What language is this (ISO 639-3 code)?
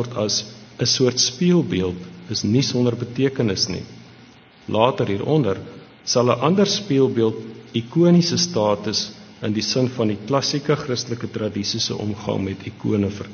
afr